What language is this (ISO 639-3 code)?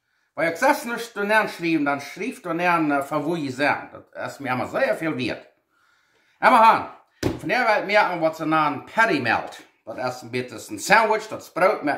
pdt